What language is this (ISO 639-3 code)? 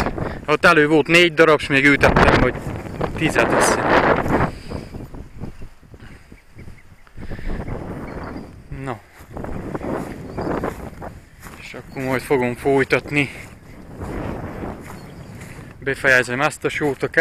hun